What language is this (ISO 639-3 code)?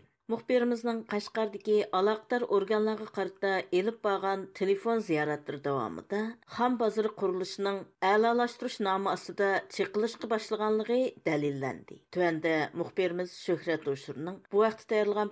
uig